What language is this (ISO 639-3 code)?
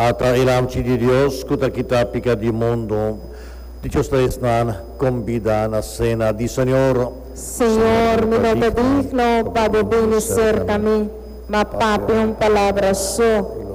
pap